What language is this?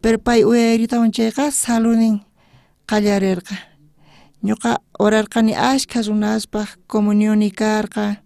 South Bolivian Quechua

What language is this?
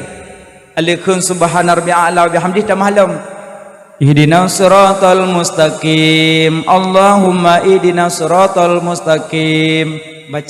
Achinese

